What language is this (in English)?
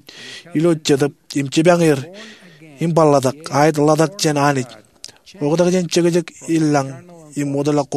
Marshallese